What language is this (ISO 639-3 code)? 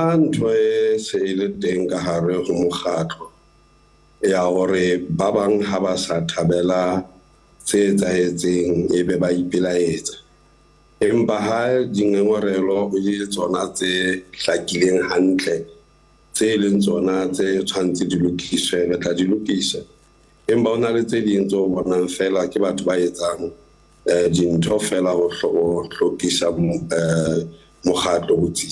sot